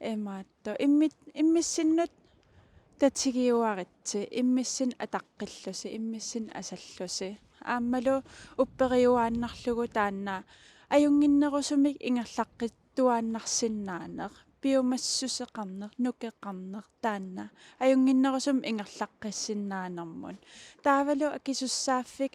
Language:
Kalaallisut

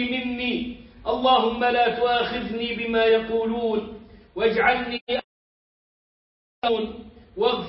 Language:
Arabic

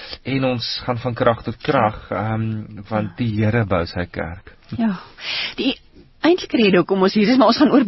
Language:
Afrikaans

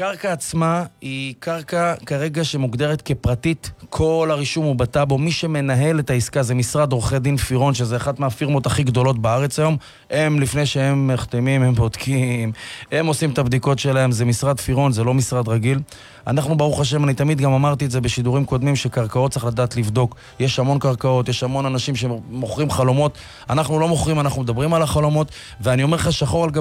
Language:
Hebrew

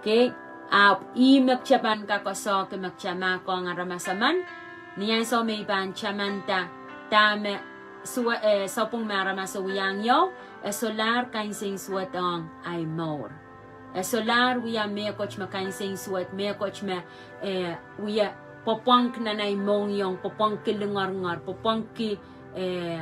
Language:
Pohnpeian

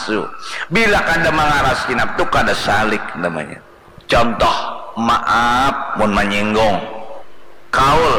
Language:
Banjar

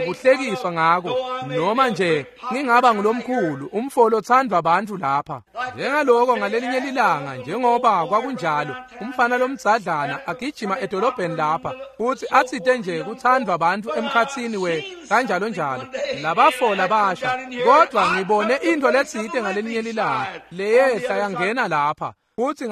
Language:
Swati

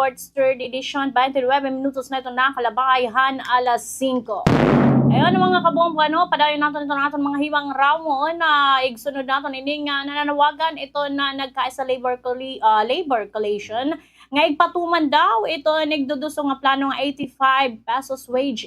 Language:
Waray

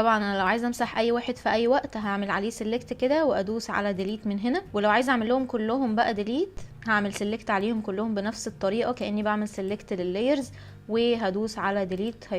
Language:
Egyptian Arabic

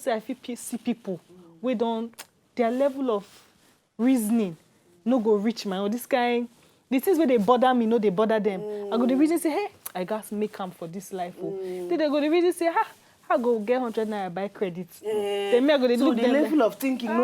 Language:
Nigerian Pidgin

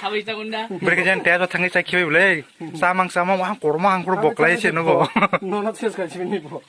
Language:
Kok Borok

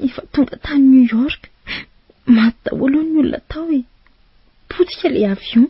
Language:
Malagasy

